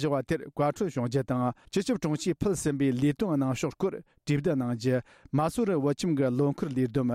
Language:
Tibetan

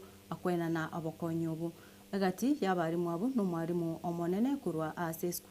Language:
Gusii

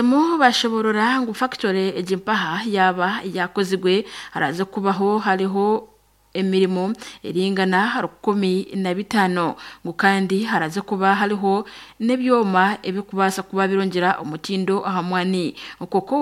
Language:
Nyankole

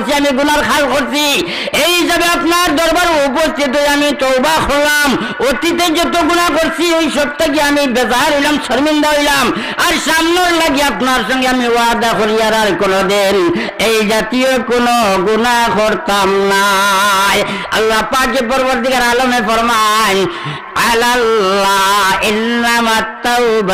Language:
Sylheti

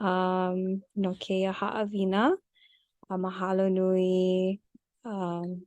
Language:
Hawaiian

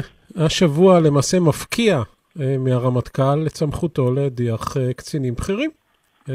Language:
Hebrew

